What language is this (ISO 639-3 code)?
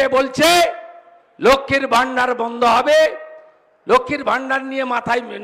ben